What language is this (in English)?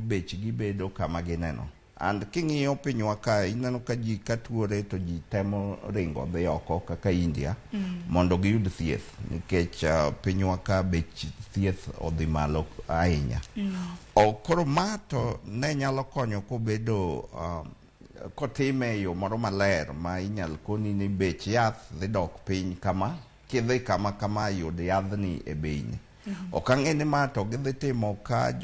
Luo (Kenya and Tanzania)